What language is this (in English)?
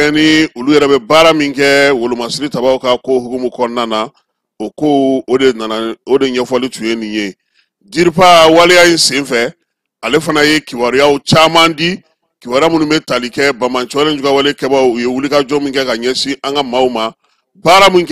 Bambara